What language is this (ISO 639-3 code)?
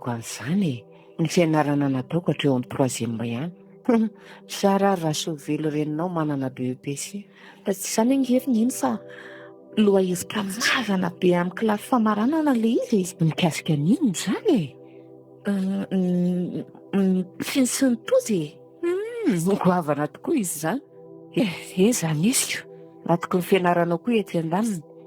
mlg